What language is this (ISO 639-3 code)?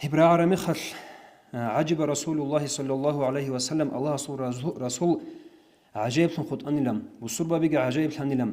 ava